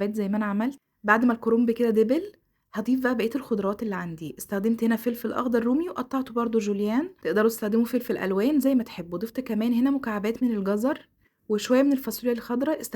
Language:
Egyptian Arabic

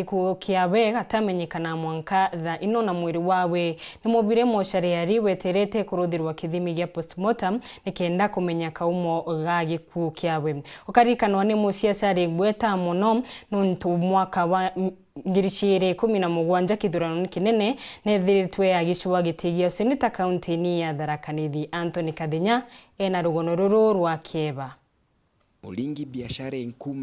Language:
Meru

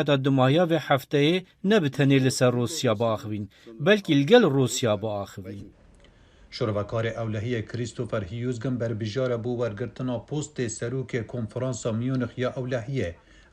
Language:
Kurdish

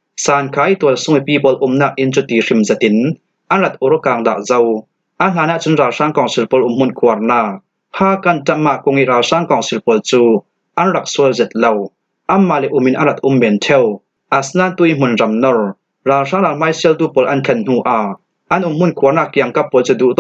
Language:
Falam Chin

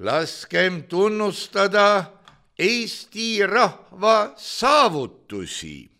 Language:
Estonian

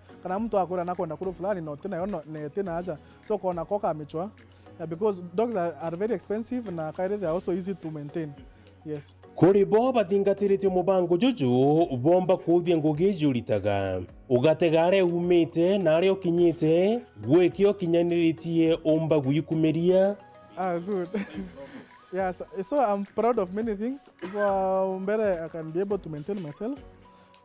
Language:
Meru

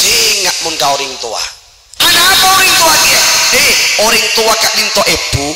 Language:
Madurese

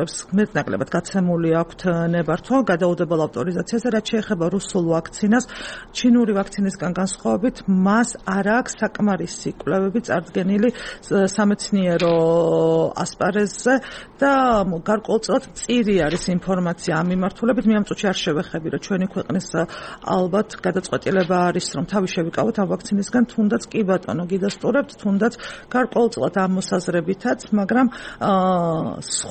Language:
Georgian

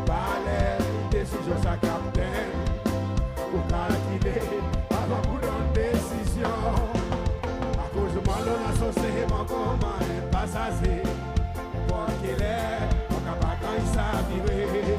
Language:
Seselwa Creole French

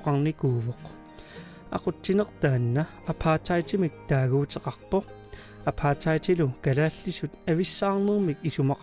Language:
Kalaallisut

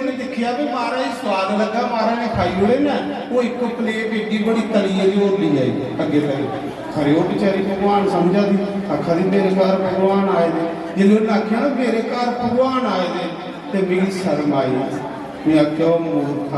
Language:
Dogri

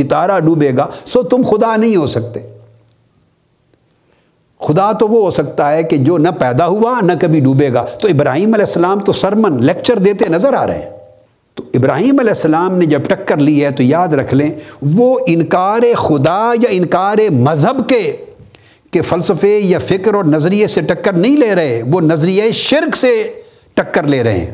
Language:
Urdu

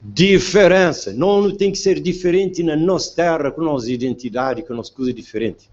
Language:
Kabuverdianu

